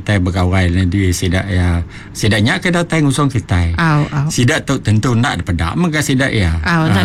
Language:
Iban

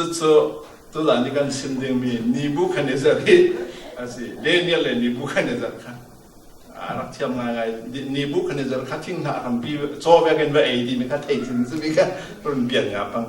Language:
Falam Chin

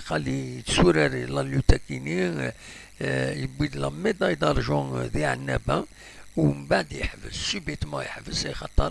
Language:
Kabyle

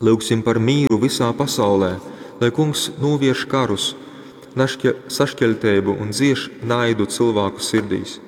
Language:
Latgalian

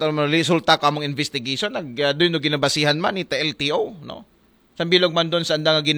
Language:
Aklanon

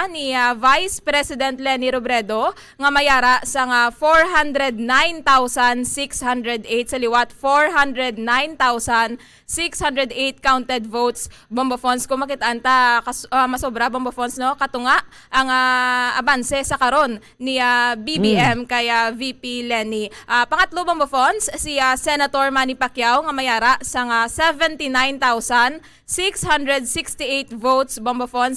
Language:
Hiligaynon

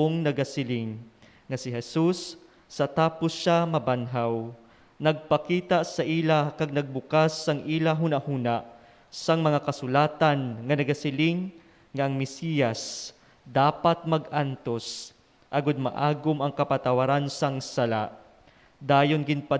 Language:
Hiligaynon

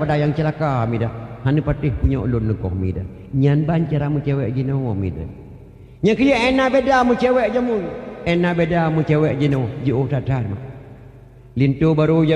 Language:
Achinese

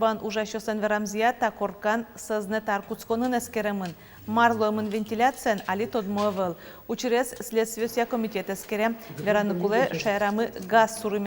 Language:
Udmurt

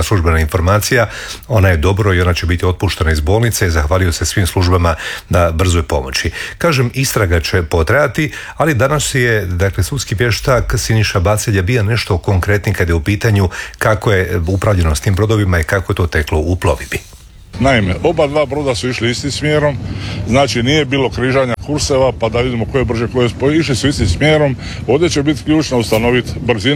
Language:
Croatian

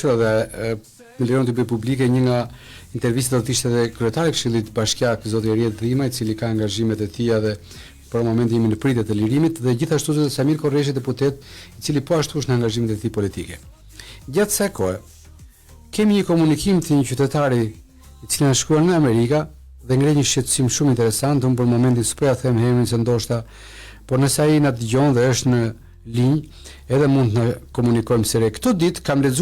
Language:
Albanian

